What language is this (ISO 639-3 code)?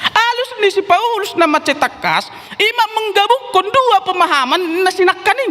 bbc